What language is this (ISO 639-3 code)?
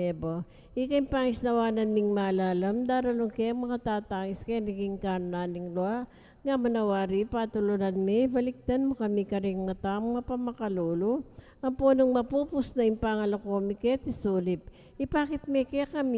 pam